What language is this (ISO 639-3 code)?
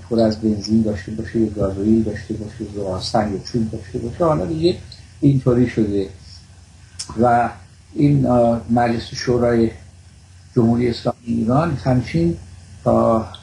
fas